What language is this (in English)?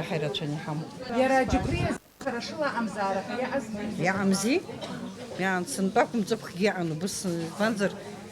Abkhazian